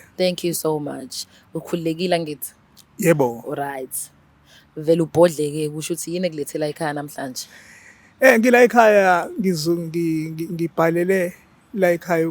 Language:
Zulu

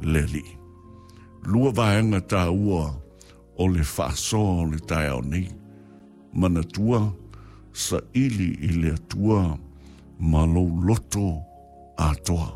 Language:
Samoan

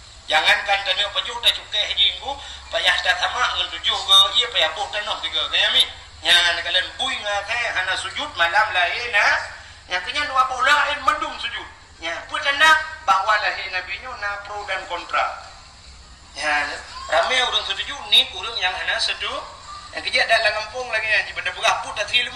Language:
Achinese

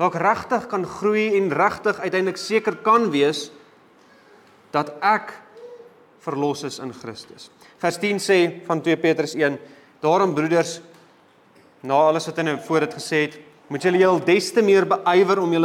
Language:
Afrikaans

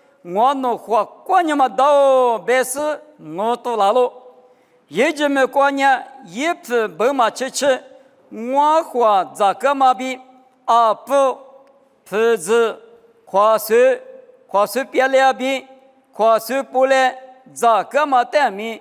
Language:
Lisu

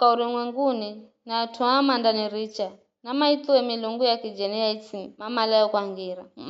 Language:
Giryama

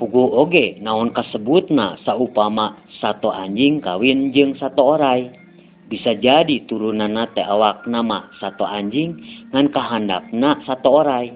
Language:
Sundanese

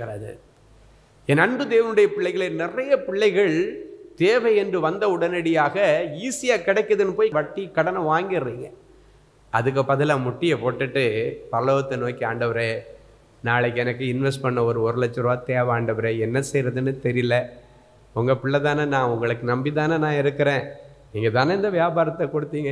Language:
Tamil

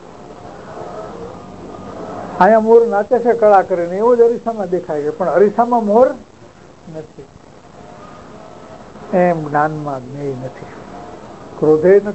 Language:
Gujarati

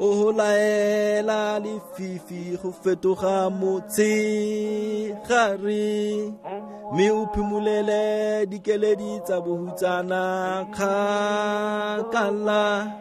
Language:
Tswana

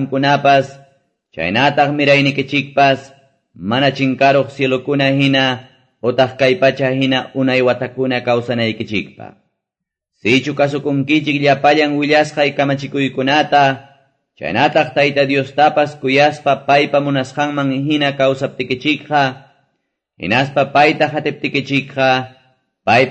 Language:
Quechua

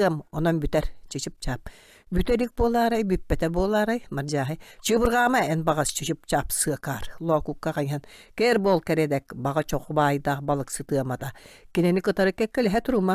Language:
Yakut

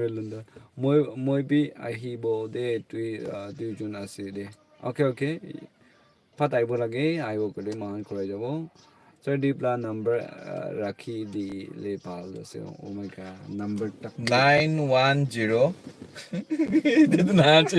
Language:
Naga Pidgin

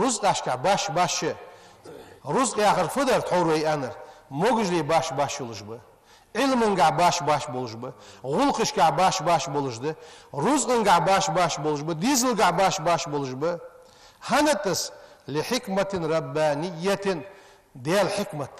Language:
Ingush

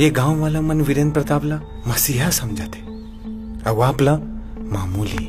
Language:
Chhattisgarhi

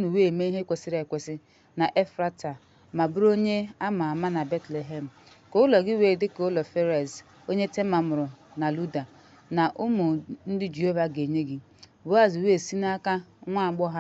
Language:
Igbo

